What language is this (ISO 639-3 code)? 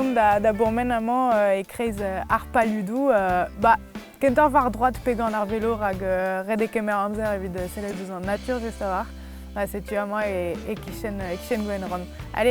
bre